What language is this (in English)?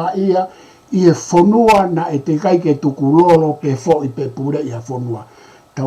Tongan